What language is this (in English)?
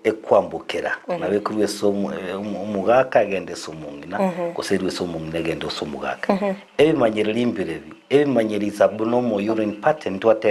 Gusii